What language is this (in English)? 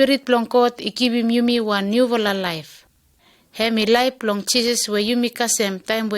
Bislama